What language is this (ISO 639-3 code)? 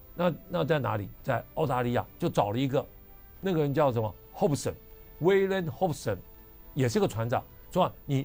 zho